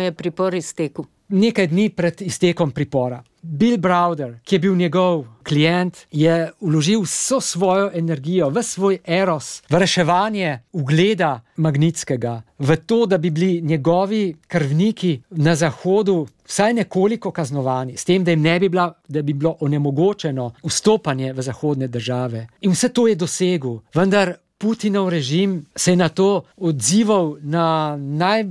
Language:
Slovenian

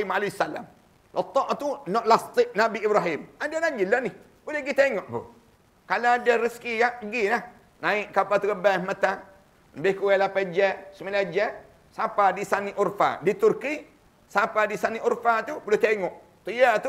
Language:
Malay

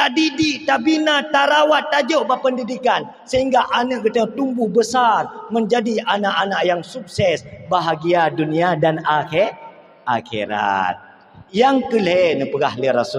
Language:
Achinese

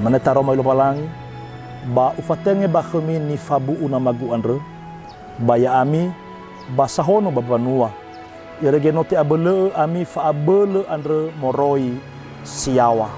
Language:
Nias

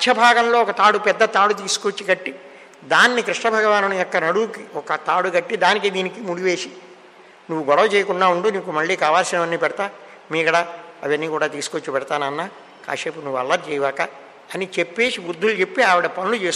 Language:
Telugu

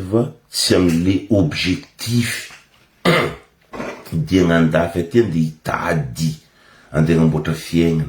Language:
Malagasy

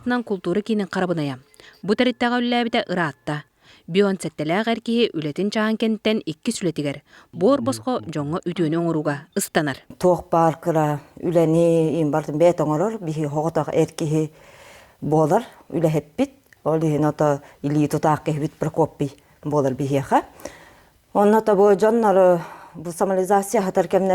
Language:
Yakut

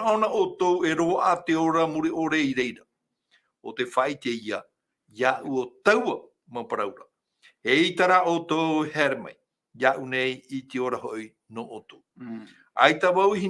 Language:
Tahitian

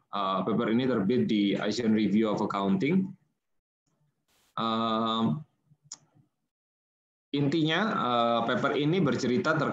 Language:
Indonesian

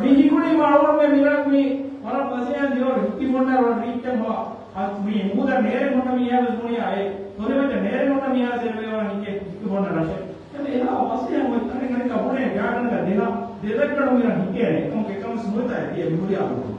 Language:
Divehi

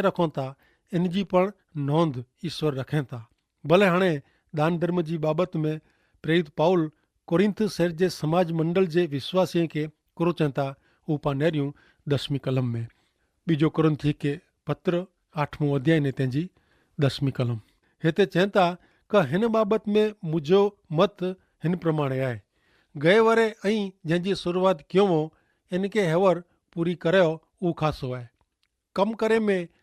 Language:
Kachhi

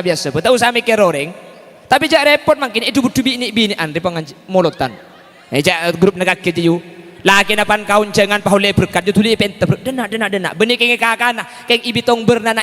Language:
Madurese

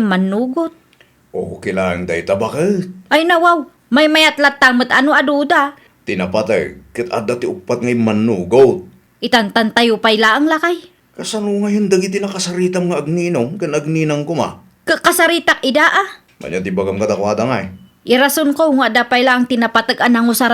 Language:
Iloko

